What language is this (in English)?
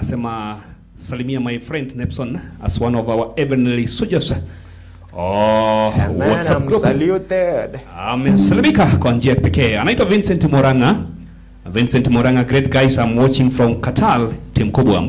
Gusii